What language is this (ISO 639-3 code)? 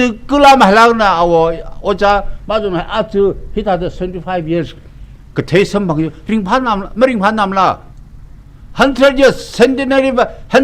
nmf